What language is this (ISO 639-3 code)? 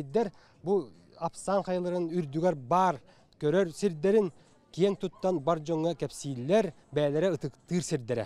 sah